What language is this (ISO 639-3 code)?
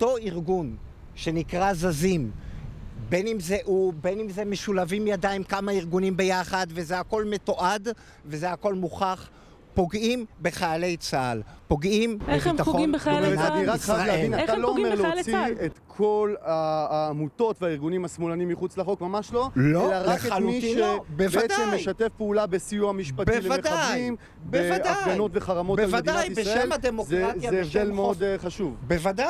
heb